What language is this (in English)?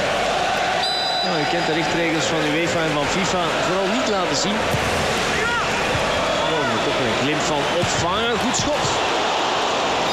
Dutch